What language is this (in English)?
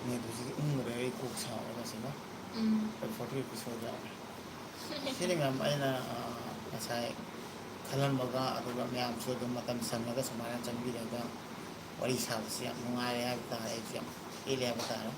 Manipuri